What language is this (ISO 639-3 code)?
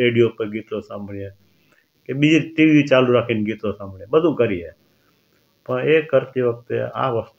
guj